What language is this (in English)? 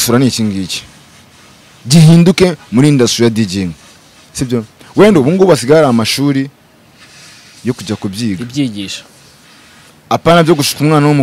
Kinyarwanda